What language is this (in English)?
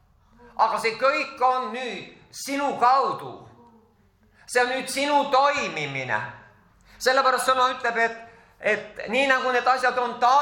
Estonian